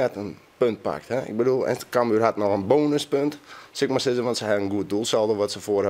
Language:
Western Frisian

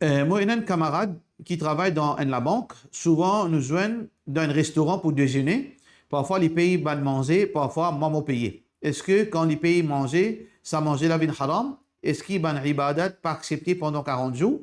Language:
Morisyen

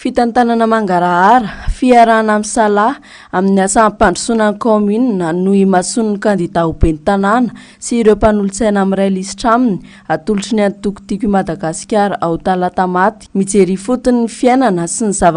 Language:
Malagasy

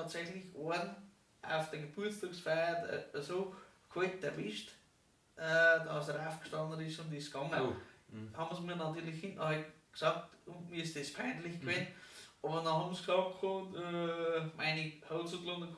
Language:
Bavarian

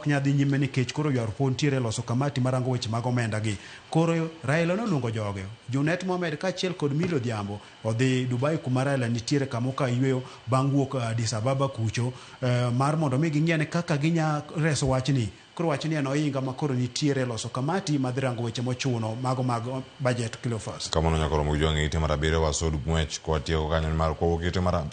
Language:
Luo (Kenya and Tanzania)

